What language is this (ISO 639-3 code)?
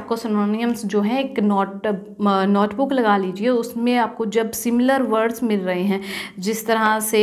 hin